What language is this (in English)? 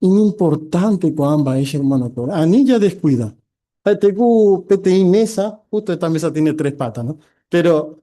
Guarani